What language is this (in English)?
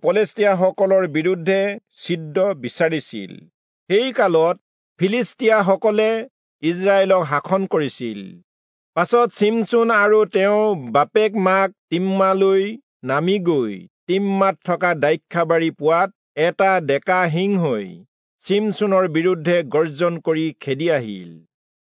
Assamese